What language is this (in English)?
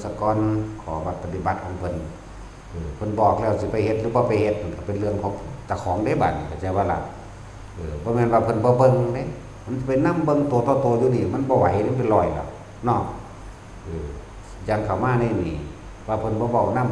Northeastern Thai